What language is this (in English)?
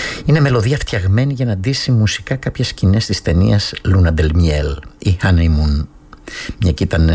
Greek